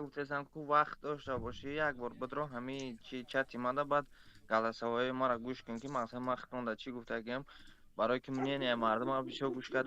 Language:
Tajik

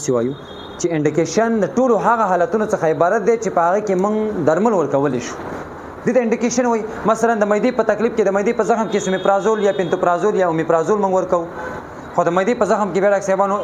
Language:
Pashto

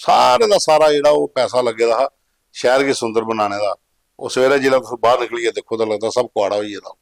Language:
Dogri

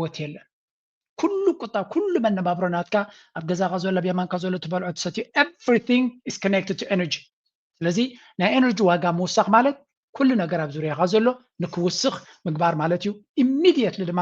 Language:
Tigrinya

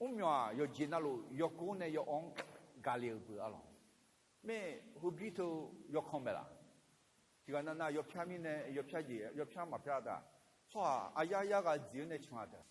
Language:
Akha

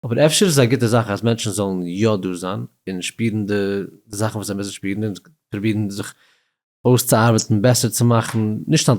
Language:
Yiddish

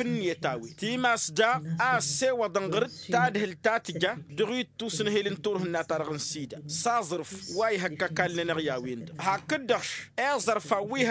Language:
Tamasheq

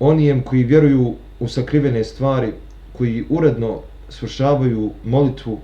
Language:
Bosnian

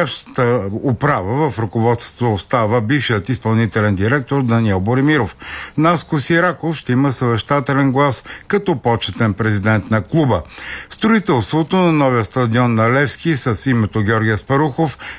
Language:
Bulgarian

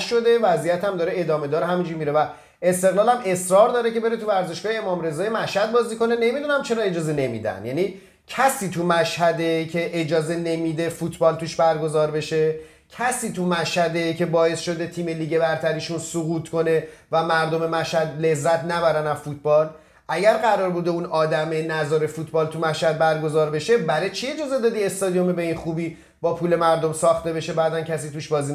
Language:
Persian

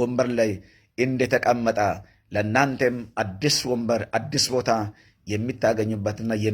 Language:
Amharic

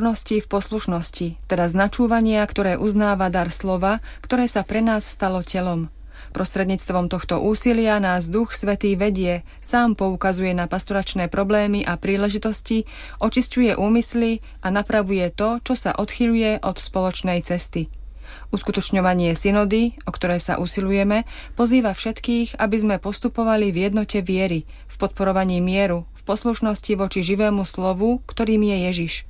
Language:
Slovak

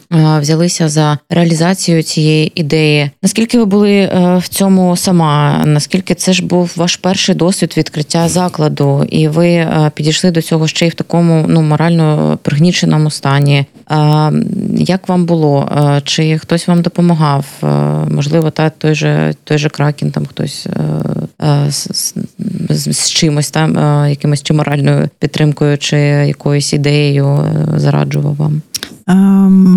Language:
Ukrainian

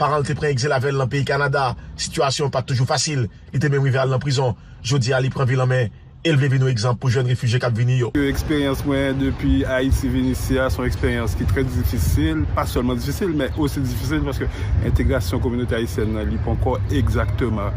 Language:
Haitian Creole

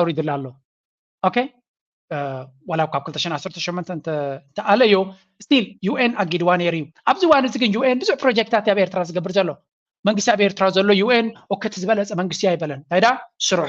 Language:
Tigrinya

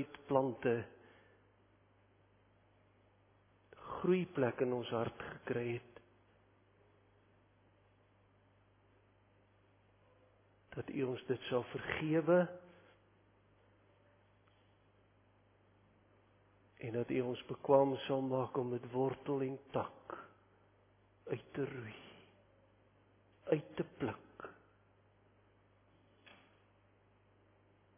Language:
Afrikaans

